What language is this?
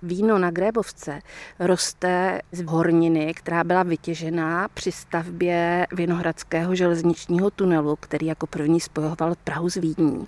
Czech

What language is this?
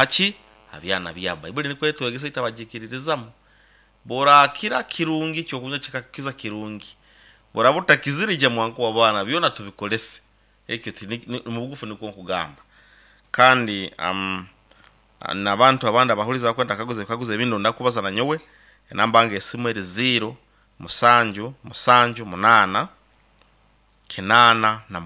Nyoro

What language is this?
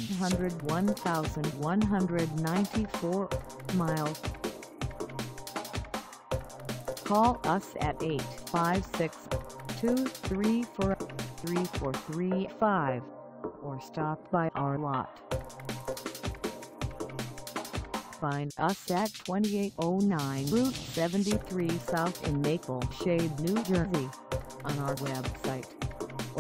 English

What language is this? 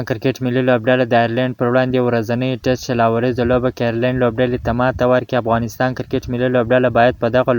Pashto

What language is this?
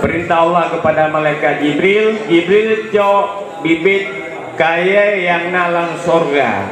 Achinese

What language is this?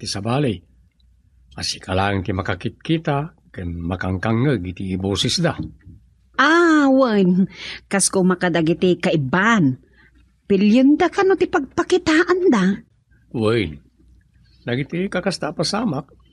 Iloko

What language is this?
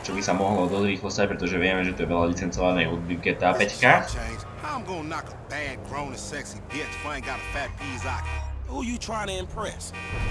Slovak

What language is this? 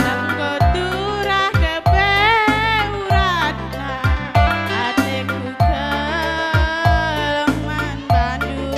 Batak Karo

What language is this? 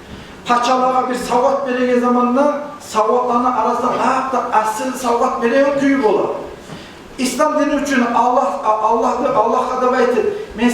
Kumyk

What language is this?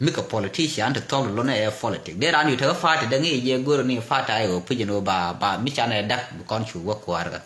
Nuer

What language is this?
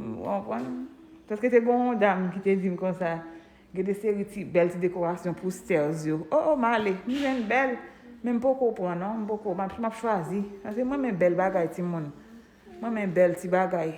Haitian Creole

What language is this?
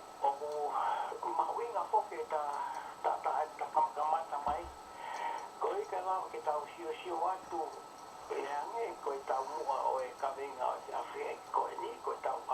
Tongan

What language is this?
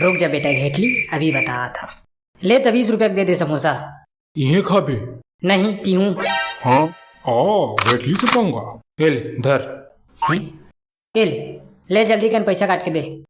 Chhattisgarhi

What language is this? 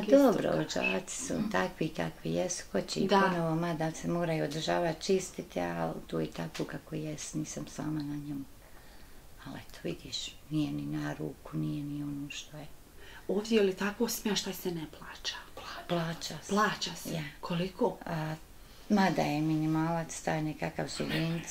Bosnian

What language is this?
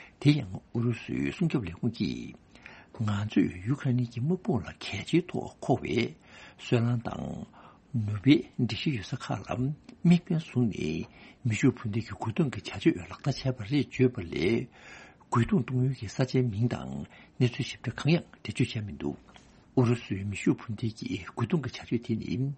Tibetan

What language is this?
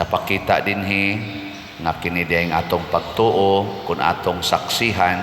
Cebuano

